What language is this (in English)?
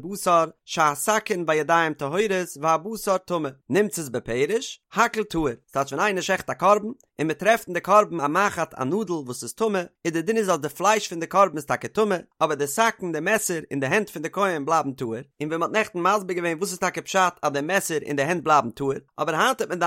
Yiddish